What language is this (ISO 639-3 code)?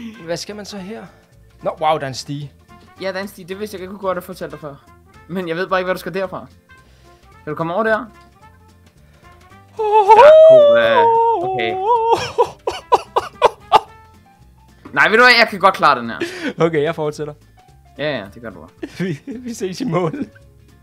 dan